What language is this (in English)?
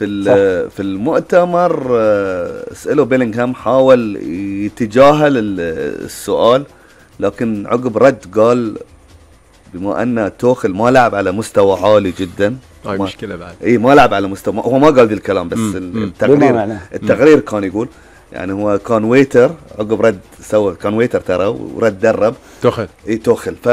Gulf Arabic